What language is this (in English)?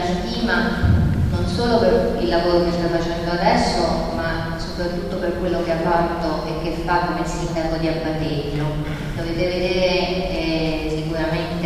Italian